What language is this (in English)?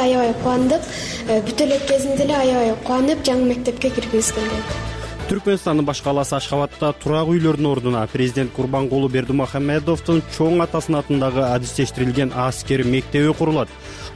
Kyrgyz